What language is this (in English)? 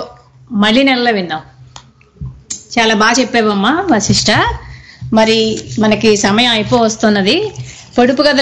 Telugu